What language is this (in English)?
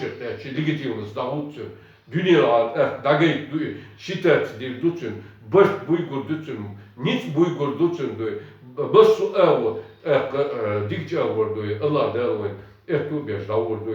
Chechen